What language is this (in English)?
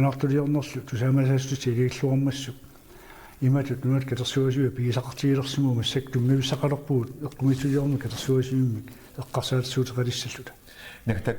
Kalaallisut